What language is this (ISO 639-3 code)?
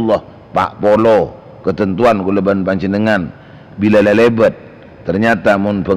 mad